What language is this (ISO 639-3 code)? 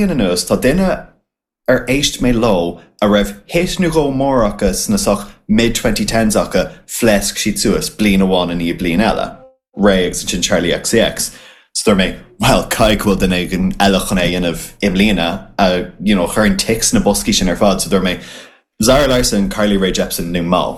gle